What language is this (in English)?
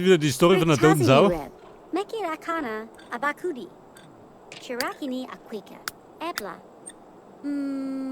Bavarian